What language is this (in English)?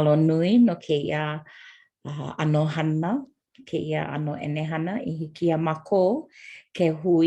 Hawaiian